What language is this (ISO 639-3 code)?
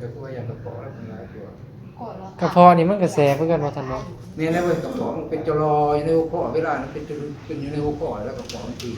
tts